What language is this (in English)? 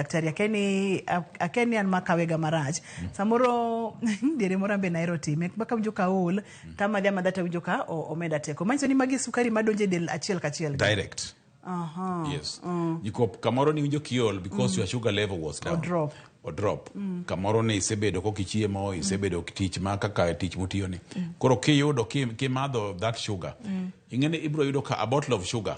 Luo (Kenya and Tanzania)